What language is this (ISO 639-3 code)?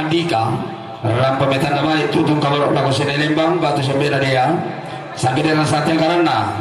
sda